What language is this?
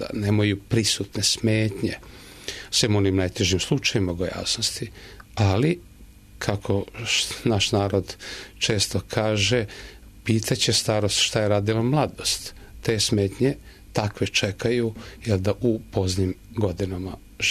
Serbian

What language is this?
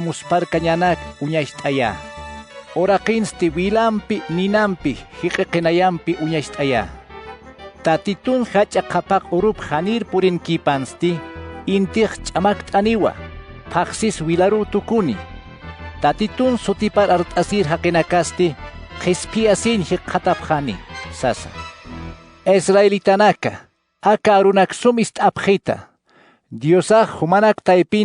Aymara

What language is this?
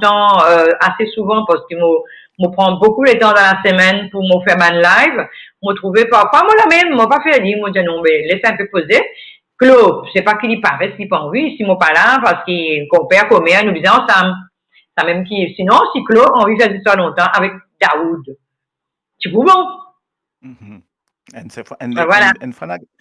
Morisyen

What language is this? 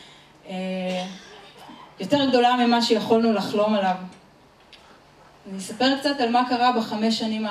Hebrew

